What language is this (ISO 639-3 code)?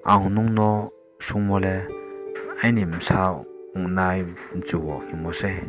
ria